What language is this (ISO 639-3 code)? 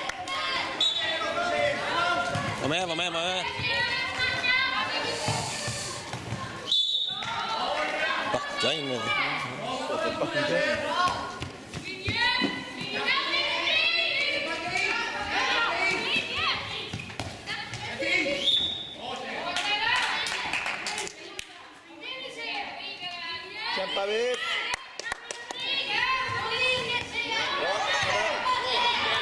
swe